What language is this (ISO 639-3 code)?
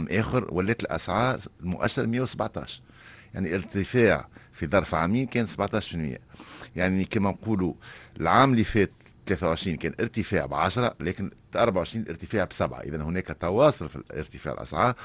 aeb